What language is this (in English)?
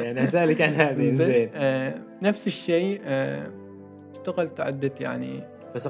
Gulf Arabic